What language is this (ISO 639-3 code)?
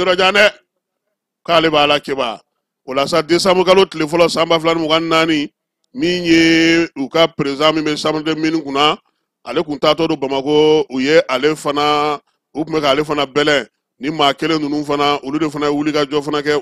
bam